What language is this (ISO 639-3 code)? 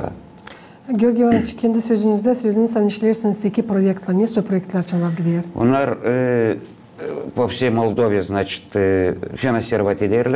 gag